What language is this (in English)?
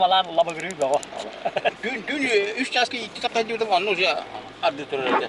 Yakut